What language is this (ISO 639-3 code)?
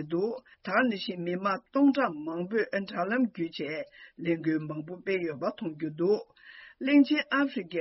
bod